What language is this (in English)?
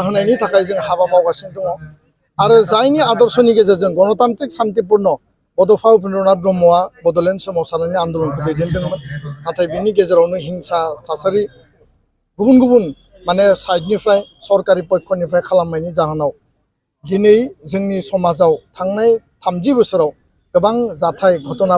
Bodo